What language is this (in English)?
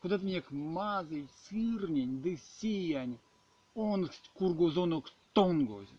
Erzya